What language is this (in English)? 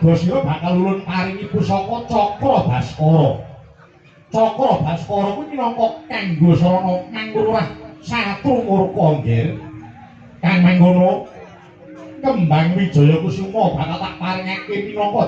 Javanese